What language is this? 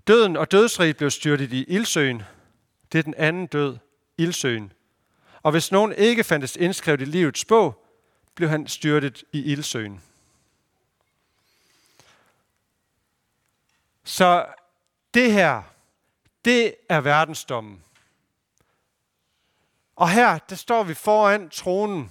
Danish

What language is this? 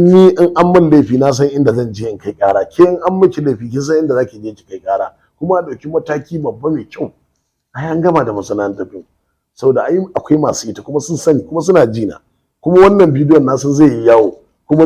Hausa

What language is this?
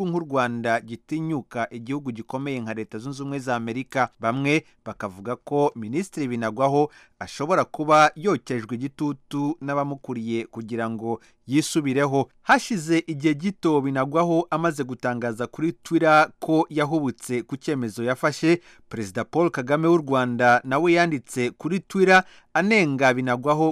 Kinyarwanda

